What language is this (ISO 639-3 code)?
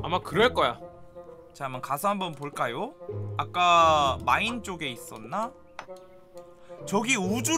kor